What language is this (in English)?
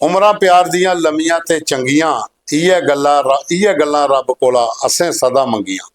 Dogri